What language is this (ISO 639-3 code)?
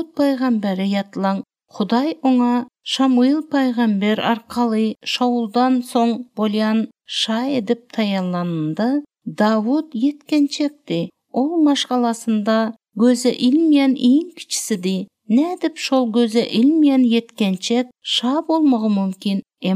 tuk